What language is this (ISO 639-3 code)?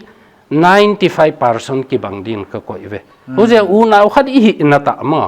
pck